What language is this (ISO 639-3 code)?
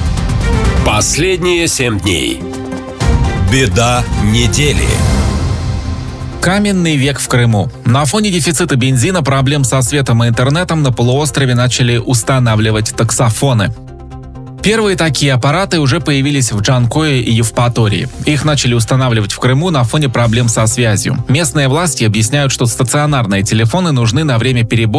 rus